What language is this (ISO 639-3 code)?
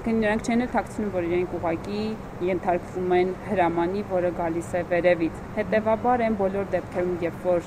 hye